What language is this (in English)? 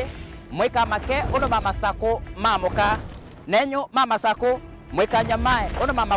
Kamba